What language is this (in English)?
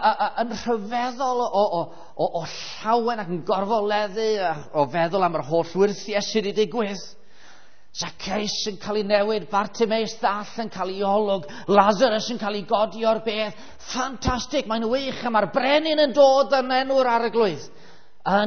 Welsh